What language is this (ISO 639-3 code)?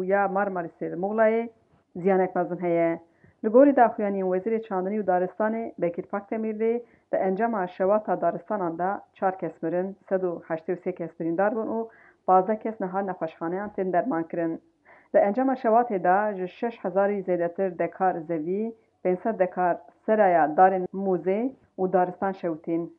kur